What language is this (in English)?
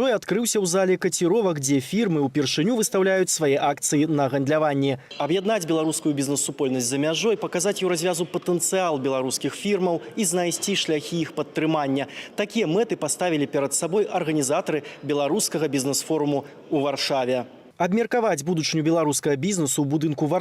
Belarusian